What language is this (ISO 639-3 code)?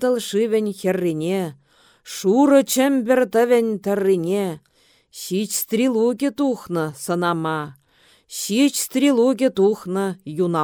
chv